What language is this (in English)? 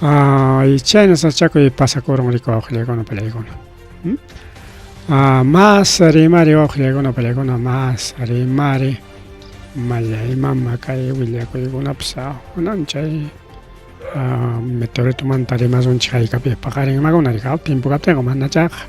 Ayacucho Quechua